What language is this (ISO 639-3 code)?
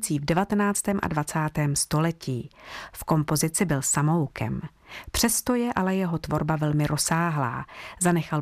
ces